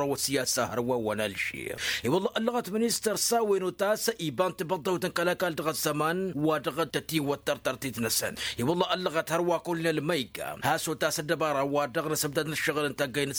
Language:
Tamasheq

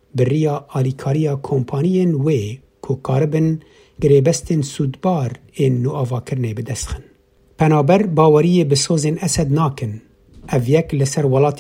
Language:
Kurdish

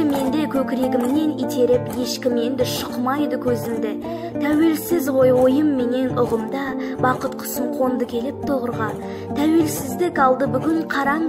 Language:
Kazakh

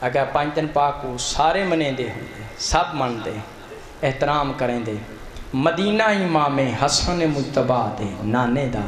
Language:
Saraiki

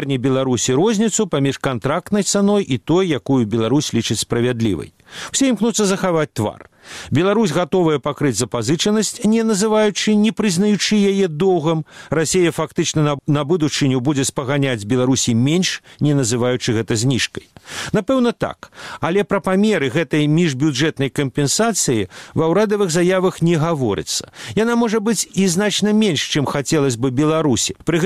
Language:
Belarusian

